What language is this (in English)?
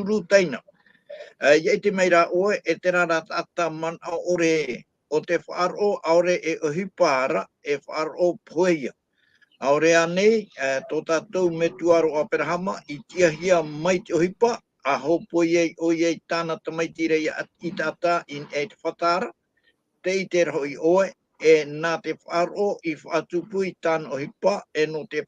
Tahitian